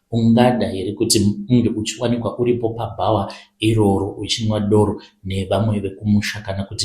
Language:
Shona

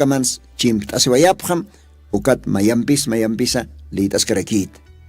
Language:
Aymara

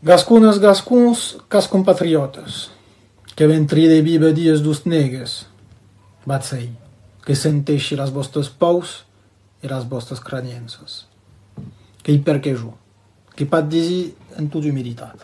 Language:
Occitan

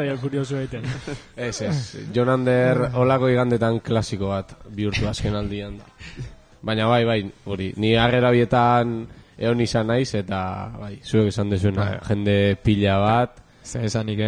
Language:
Basque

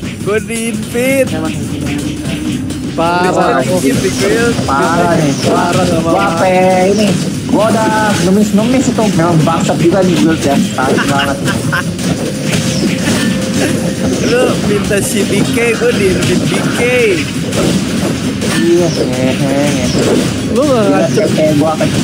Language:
Indonesian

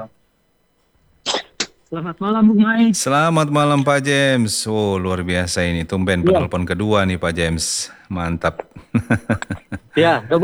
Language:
Indonesian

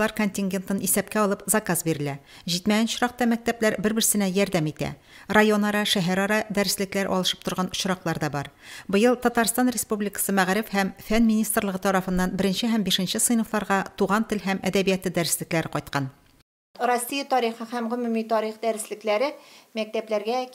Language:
Tatar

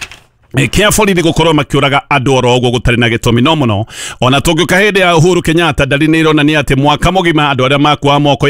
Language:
Kikuyu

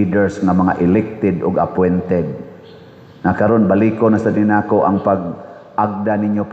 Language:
Cebuano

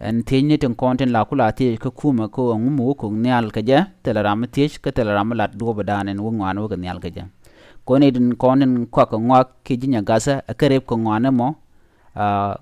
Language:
Nuer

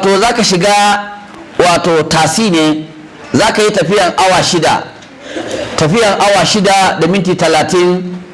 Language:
Hausa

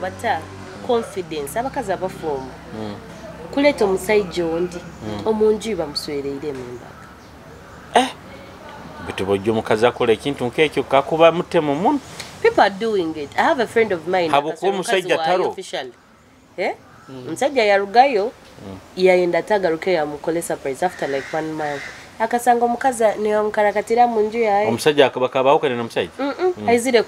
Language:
Nyoro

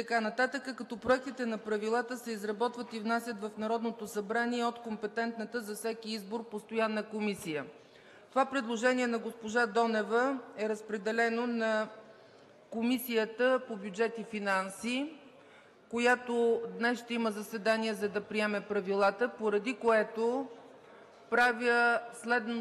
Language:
Bulgarian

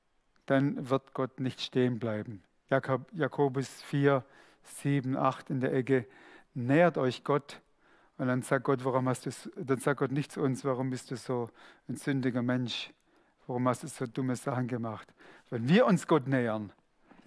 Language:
Swiss German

